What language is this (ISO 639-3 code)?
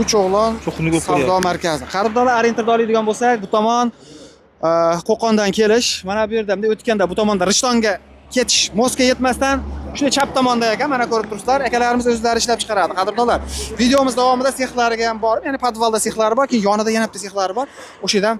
uzb